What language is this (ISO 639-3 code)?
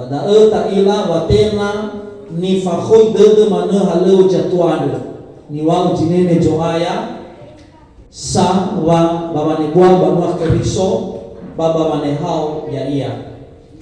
nia